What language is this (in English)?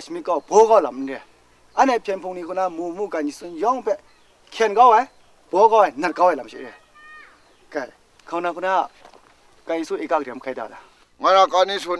Kachin